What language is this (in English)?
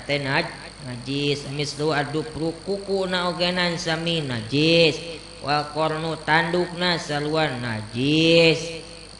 Sundanese